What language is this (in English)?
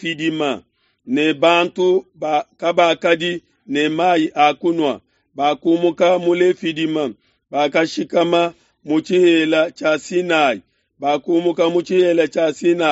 Luba-Lulua